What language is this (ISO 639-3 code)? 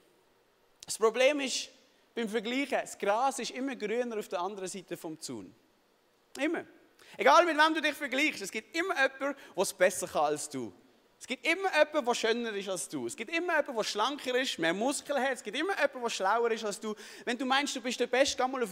gsw